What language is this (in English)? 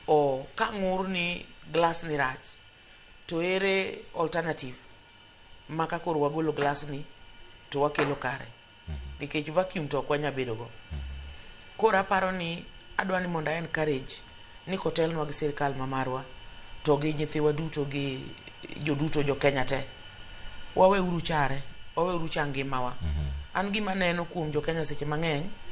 Luo (Kenya and Tanzania)